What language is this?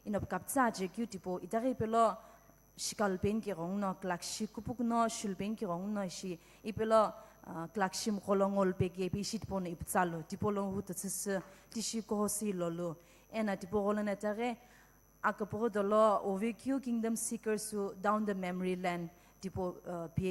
Sumi Naga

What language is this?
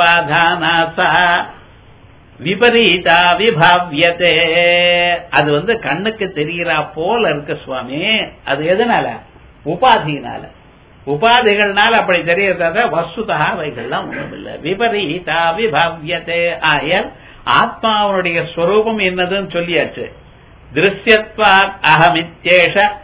Tamil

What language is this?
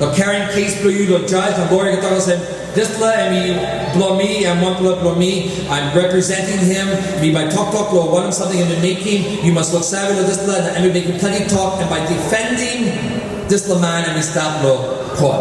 Tok Pisin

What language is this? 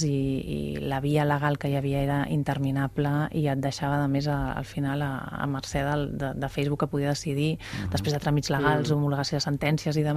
Catalan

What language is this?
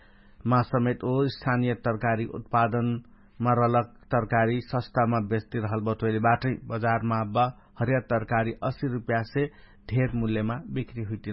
Dangaura Tharu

